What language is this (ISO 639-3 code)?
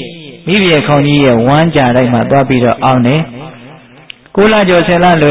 mya